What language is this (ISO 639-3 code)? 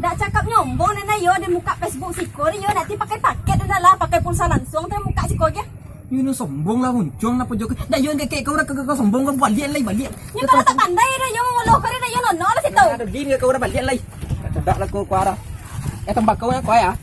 min